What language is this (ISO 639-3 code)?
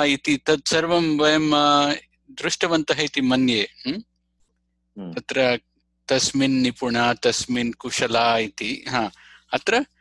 san